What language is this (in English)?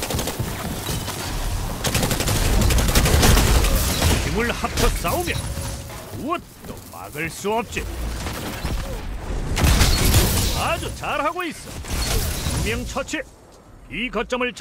Korean